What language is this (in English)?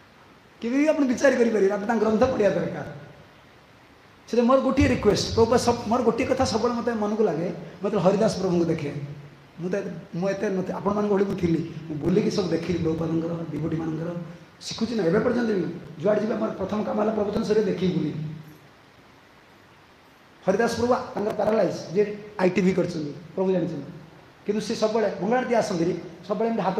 Odia